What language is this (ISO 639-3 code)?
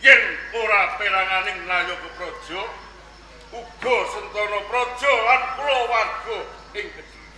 jav